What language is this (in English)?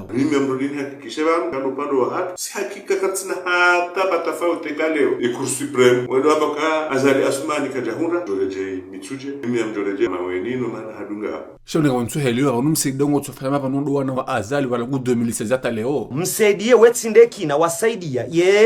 Ngazidja Comorian